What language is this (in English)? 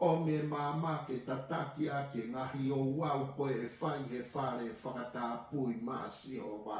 Tongan